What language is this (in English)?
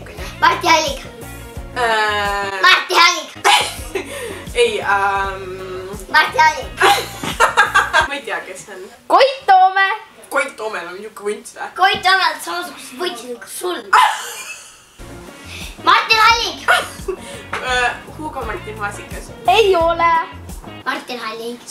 Estonian